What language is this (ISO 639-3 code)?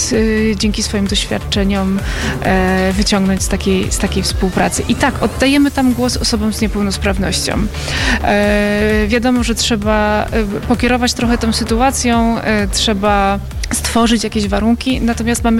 pol